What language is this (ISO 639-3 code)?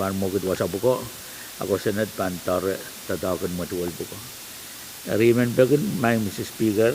pon